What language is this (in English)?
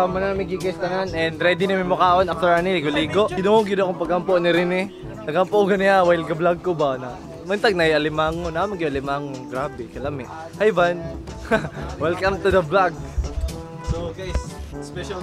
Cebuano